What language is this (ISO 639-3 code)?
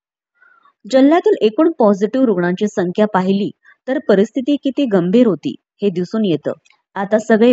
mar